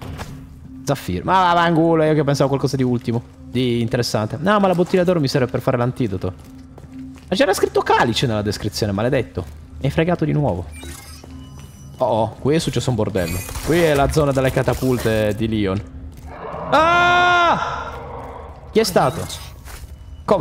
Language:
Italian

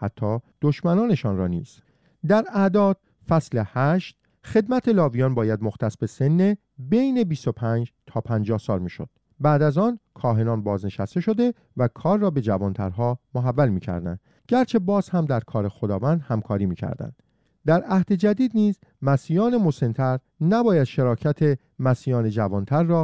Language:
Persian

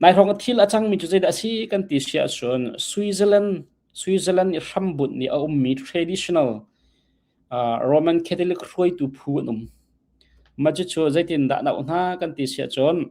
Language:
Hakha Chin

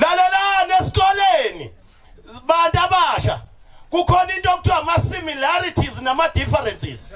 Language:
Zulu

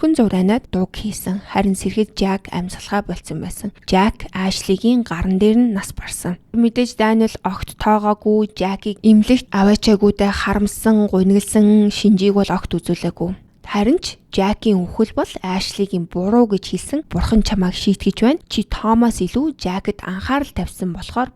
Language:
Mongolian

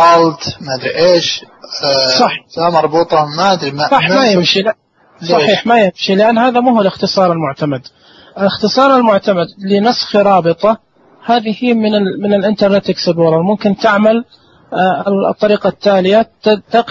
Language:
Najdi Arabic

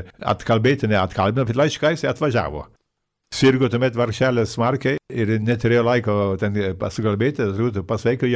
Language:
Lithuanian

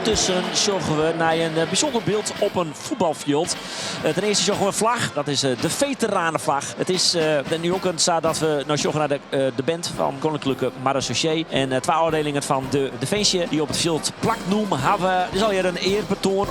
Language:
Western Frisian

